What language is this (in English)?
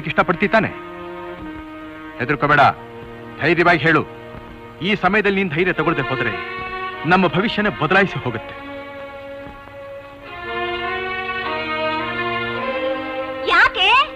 Kannada